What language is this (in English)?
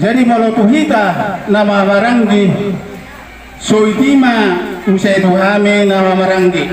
Batak Toba